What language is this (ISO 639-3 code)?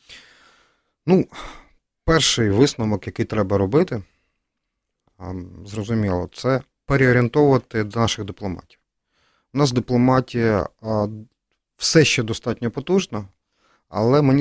ukr